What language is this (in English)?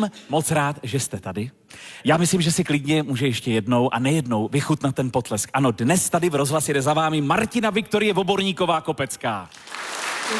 Czech